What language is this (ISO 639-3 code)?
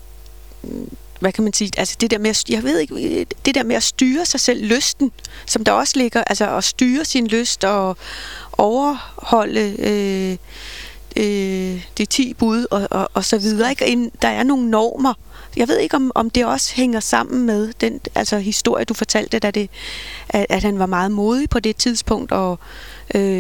dan